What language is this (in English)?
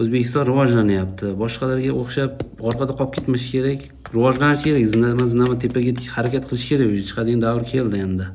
Uzbek